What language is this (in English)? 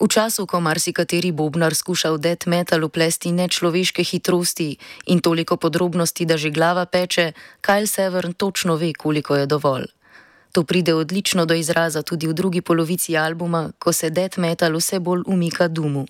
Slovenian